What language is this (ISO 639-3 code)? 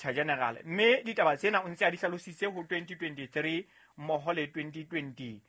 sot